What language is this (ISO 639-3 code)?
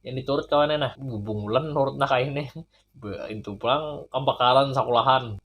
bjn